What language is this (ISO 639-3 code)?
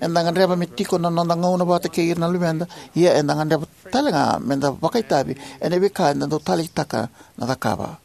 fij